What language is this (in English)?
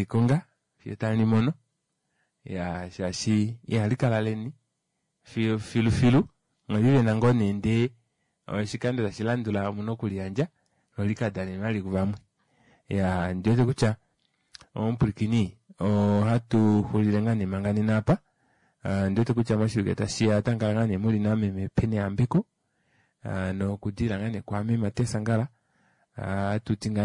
Kuanyama